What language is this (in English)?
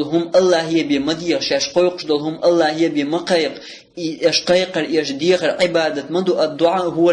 Chechen